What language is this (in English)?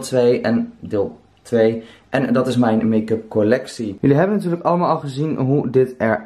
Dutch